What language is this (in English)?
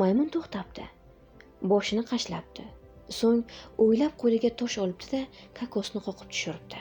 Uzbek